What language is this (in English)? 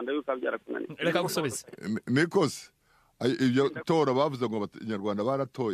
Kinyarwanda